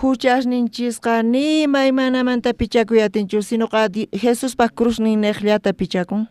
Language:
South Bolivian Quechua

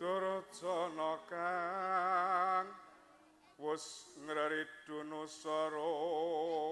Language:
Javanese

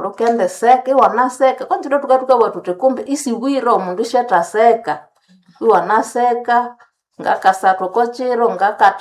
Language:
Nande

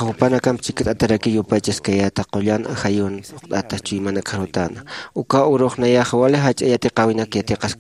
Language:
Aymara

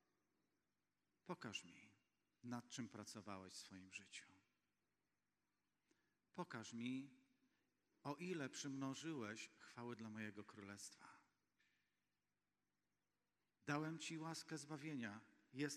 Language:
Polish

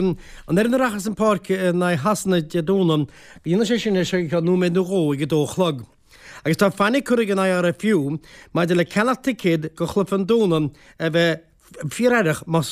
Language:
Irish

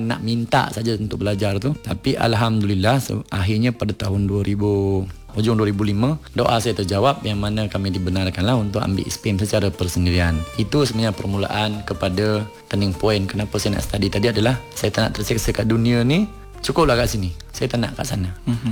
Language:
Malay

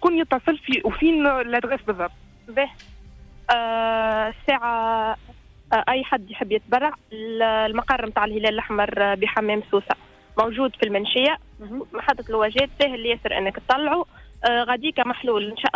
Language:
Tunisian Arabic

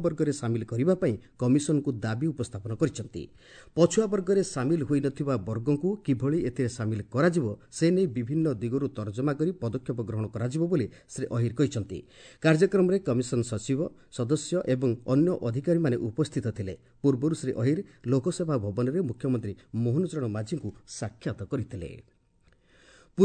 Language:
Odia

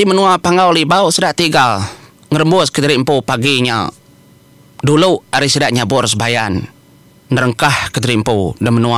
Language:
Iban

